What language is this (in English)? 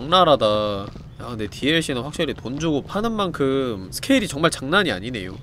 Korean